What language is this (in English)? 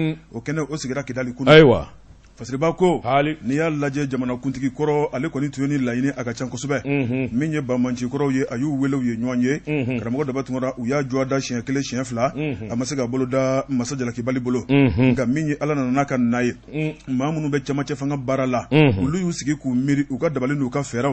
Bambara